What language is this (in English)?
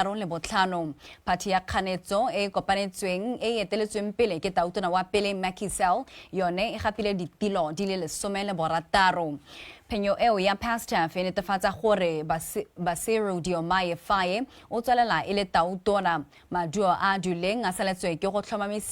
Tswana